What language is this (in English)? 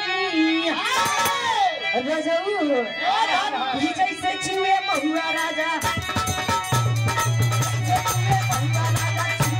Bhojpuri